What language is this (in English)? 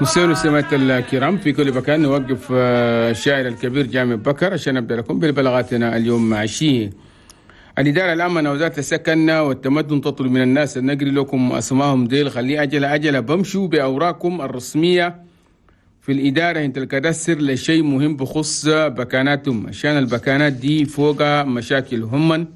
Chadian Arabic